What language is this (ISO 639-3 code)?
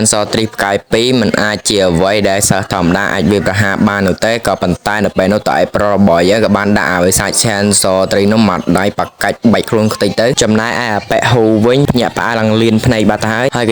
khm